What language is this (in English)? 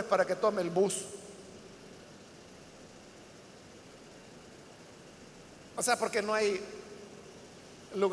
Spanish